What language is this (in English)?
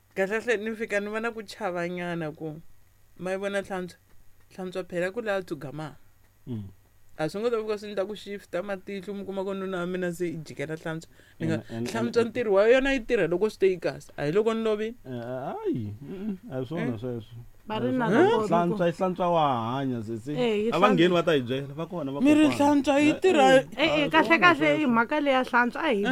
Tsonga